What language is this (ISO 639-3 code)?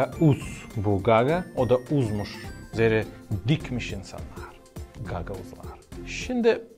gag